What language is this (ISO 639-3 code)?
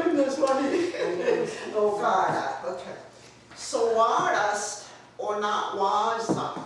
moh